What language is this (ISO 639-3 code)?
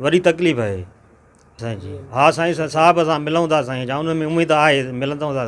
snd